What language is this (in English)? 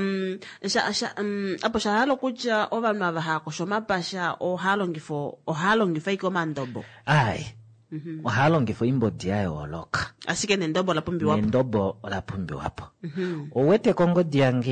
Kuanyama